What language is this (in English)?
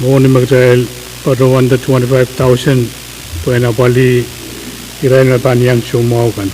Pohnpeian